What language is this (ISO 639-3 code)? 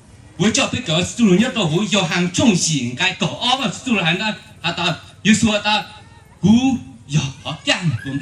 hmn